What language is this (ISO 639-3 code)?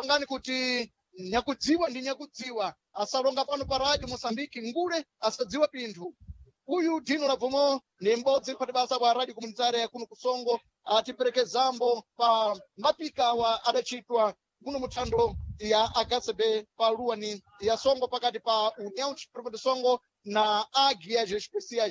seh